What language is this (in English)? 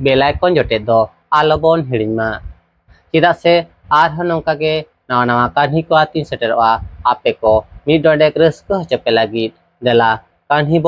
Santali